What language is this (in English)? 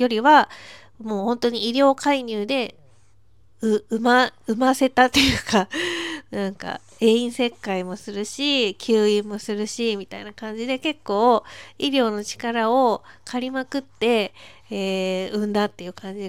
Japanese